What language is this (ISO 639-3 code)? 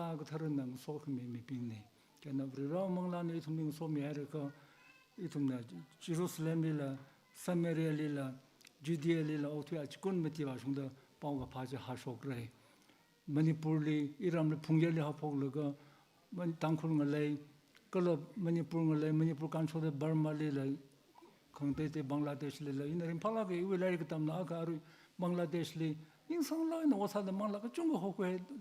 nmf